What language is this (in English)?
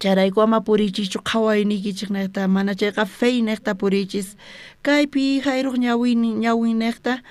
South Bolivian Quechua